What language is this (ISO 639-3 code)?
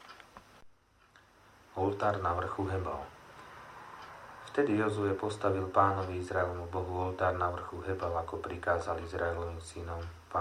slk